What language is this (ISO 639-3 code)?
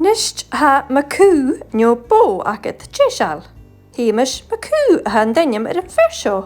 gla